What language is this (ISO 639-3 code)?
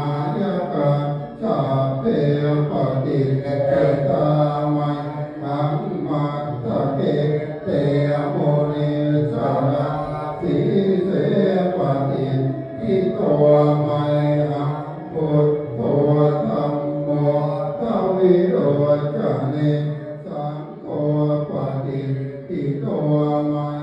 pli